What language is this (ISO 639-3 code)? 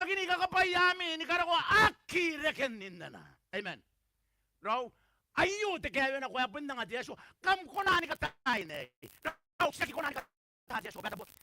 gil